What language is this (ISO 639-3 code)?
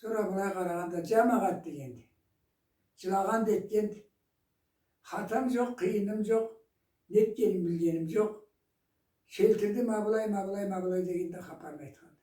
krc